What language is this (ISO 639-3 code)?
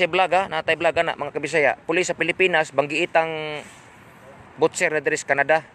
ceb